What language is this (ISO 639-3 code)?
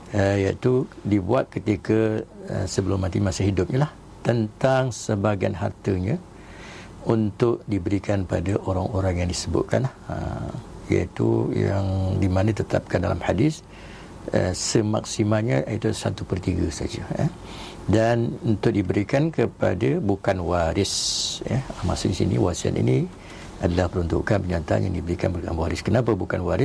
msa